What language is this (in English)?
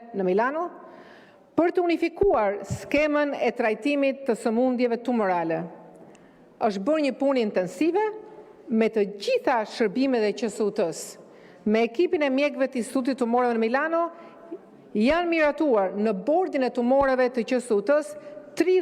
Albanian